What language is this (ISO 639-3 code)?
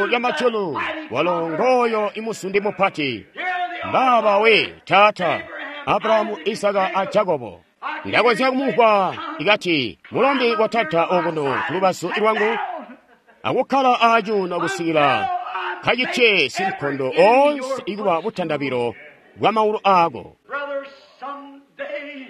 toi